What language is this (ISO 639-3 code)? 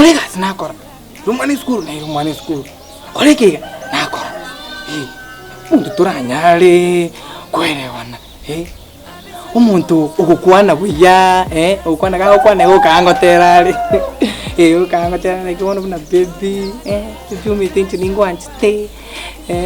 guz